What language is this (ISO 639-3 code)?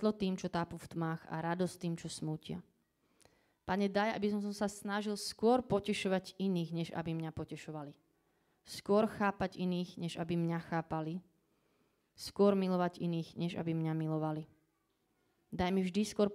slk